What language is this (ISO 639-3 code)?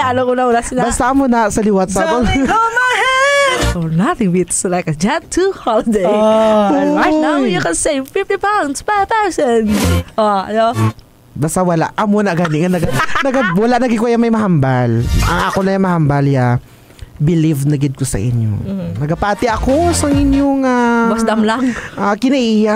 hil